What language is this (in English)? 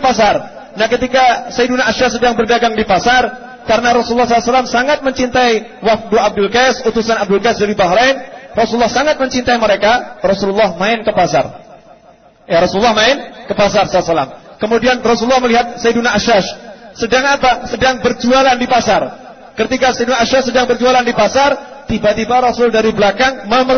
Indonesian